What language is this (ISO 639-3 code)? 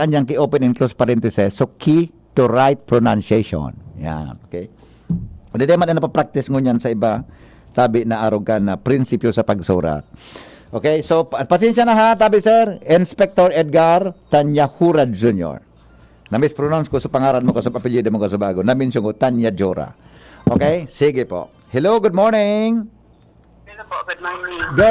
bik